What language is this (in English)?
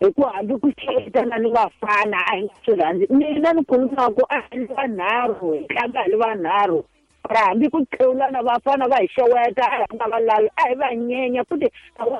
Tsonga